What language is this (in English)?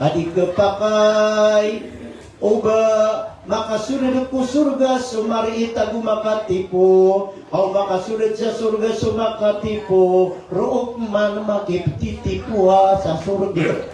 Maranao